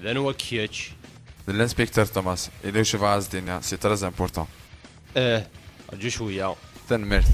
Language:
Kabyle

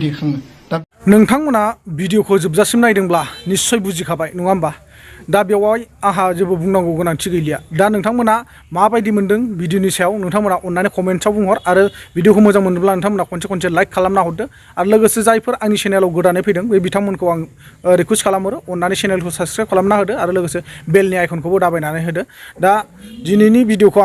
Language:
Bodo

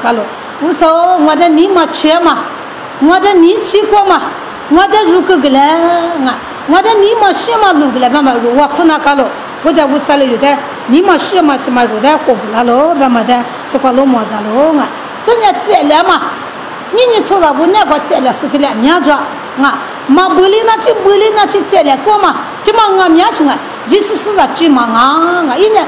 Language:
Lisu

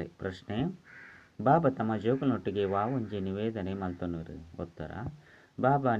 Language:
Tulu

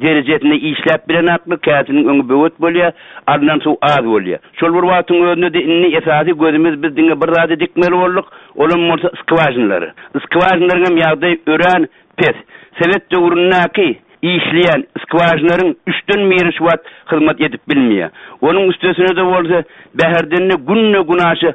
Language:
Turkmen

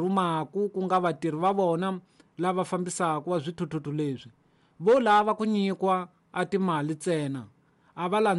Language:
Tsonga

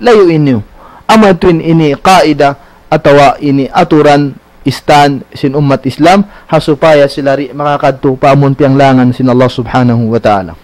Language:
Tausug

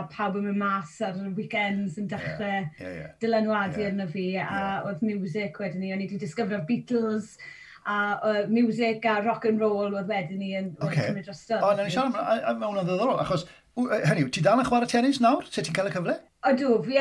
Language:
Welsh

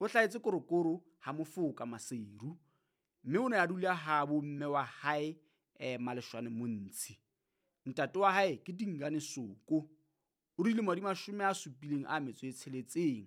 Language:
Southern Sotho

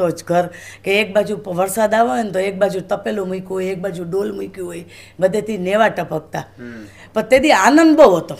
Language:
Gujarati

